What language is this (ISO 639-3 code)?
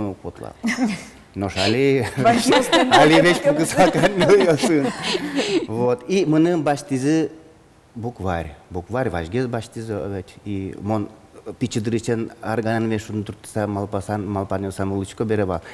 udm